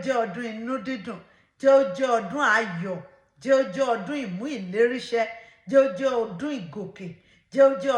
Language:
Yoruba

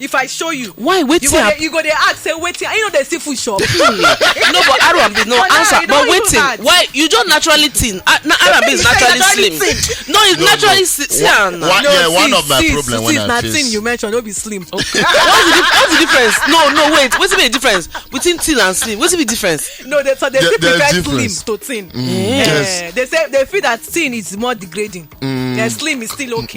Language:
Nigerian Pidgin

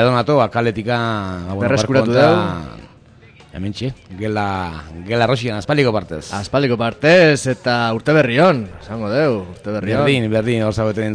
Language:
Basque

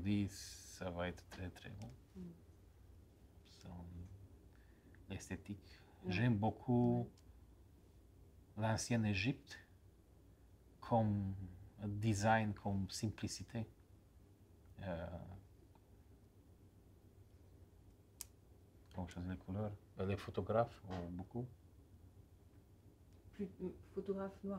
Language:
French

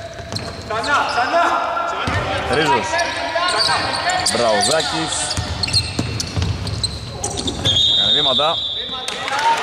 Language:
Greek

